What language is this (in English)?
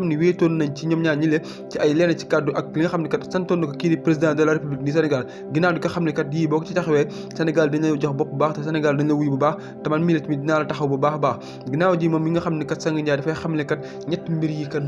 Wolof